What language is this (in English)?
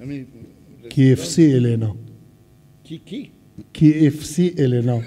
Persian